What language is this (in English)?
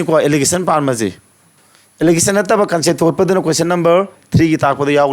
Manipuri